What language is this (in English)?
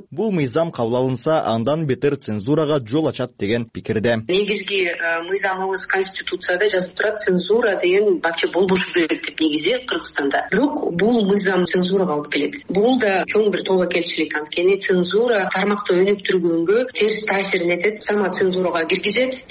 Kyrgyz